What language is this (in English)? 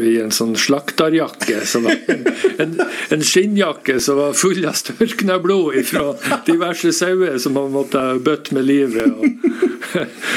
Norwegian